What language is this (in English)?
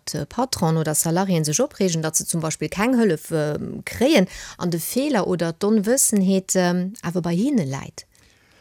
Luxembourgish